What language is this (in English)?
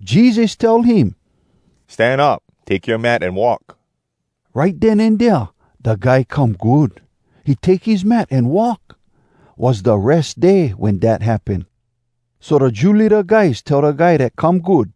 Hawai'i Creole English